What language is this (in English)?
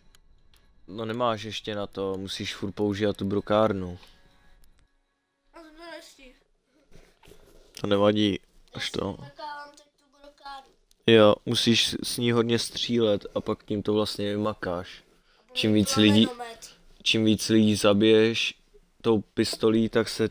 Czech